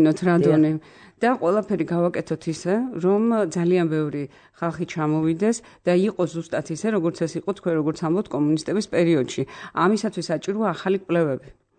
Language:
Georgian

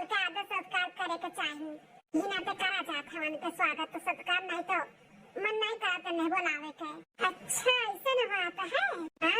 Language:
Awadhi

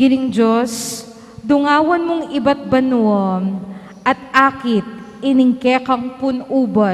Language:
Pampanga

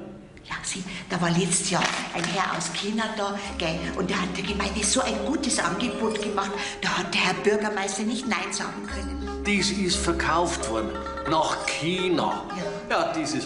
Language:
Bavarian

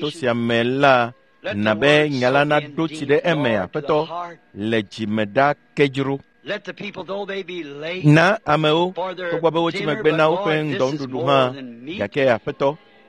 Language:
Ewe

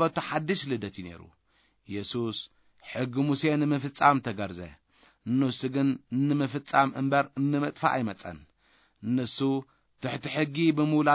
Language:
Tigrinya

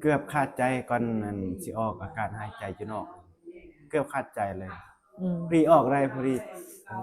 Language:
Lao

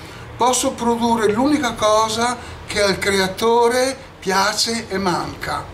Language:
Italian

